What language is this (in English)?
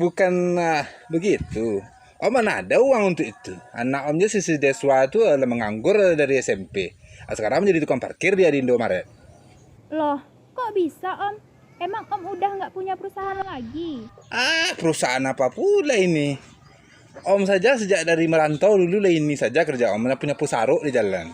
Minangkabau